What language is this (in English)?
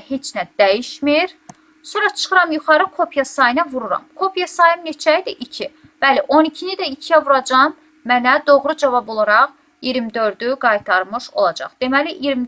Azerbaijani